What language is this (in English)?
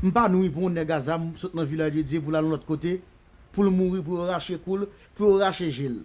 Haitian Creole